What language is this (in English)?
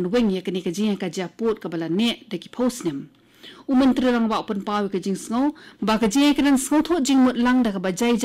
Khasi